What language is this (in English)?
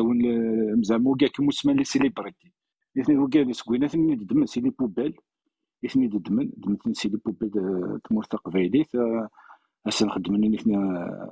Kabyle